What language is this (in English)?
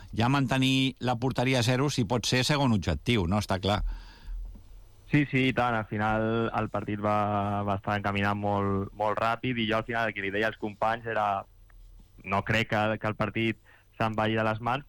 Catalan